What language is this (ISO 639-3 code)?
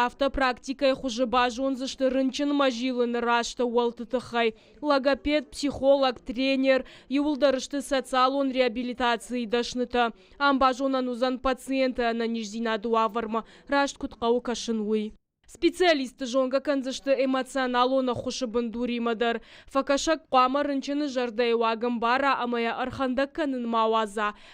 oss